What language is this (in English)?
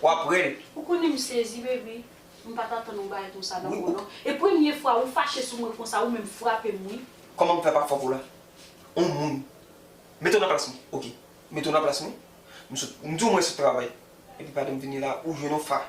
Haitian Creole